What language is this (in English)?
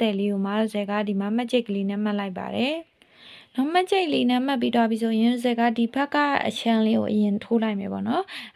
Burmese